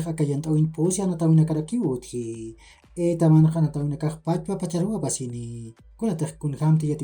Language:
Aymara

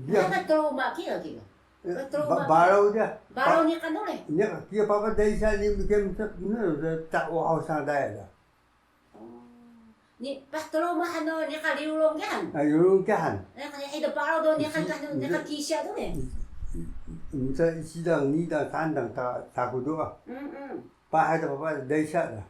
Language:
Taroko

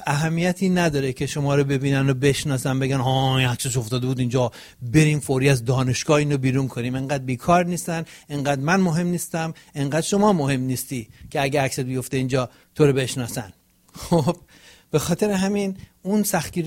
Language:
Persian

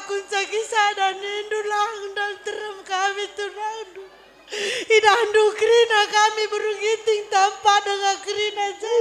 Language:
Batak Karo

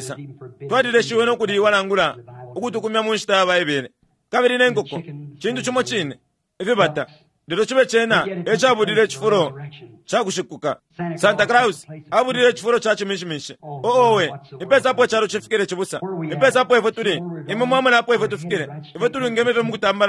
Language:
Bemba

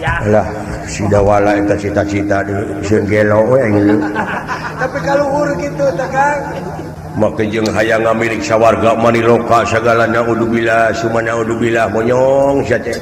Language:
Sundanese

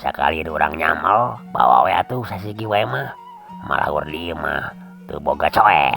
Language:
Sundanese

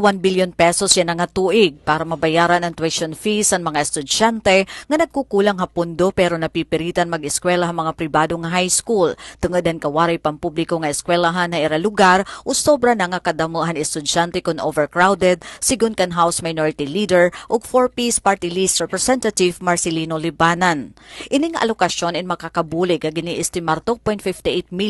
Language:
Waray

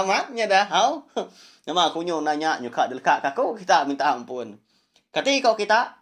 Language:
Iban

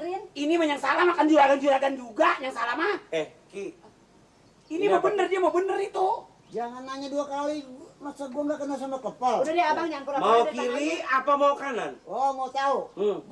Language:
Betawi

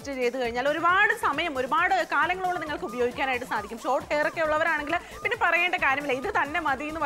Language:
Malayalam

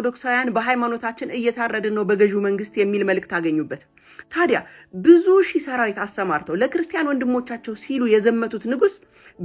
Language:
Amharic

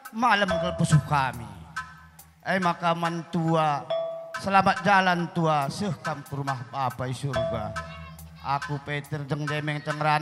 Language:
Batak Karo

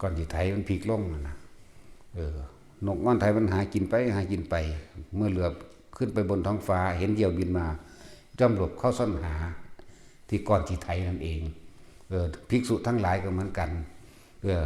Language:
Northeastern Thai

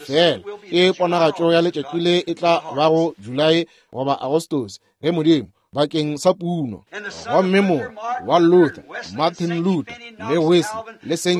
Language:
Northern Sotho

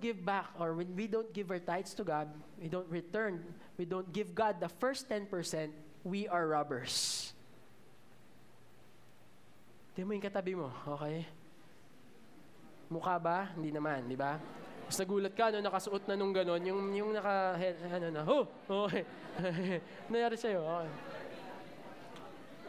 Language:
Filipino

